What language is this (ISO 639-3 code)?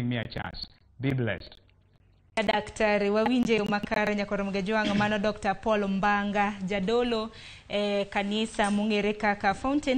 luo